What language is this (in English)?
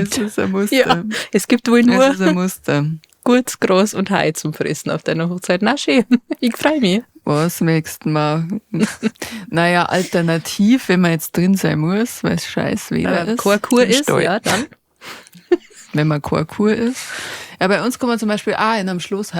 Bavarian